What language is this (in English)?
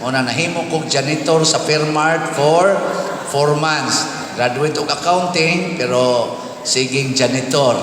Cebuano